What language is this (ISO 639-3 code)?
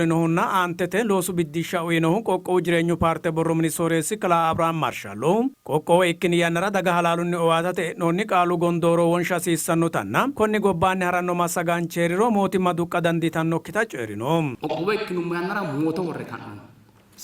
sid